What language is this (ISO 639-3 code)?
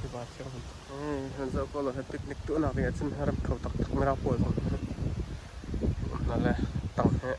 cnh